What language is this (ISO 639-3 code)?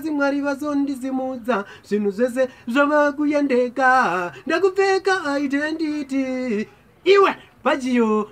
sna